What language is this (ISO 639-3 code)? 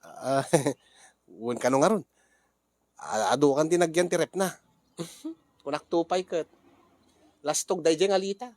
ilo